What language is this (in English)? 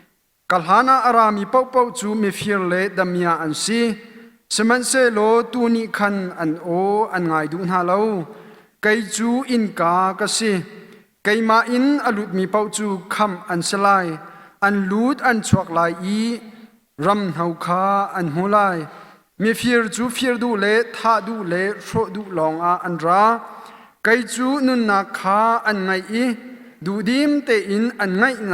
Hakha Chin